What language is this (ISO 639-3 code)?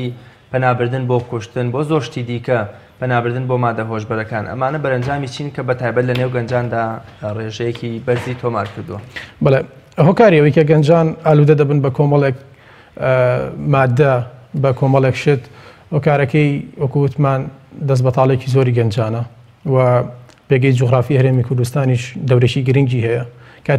ckb